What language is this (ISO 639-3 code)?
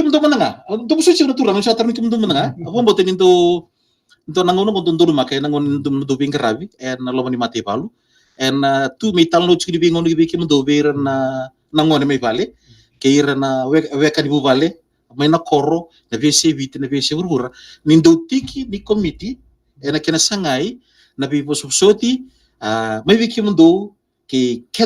fij